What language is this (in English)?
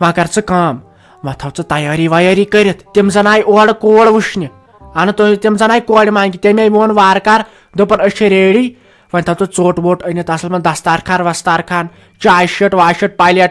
Kashmiri